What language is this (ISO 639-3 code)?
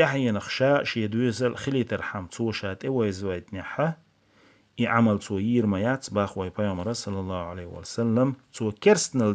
che